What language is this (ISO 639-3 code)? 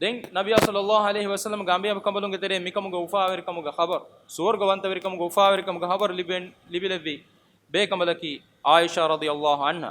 div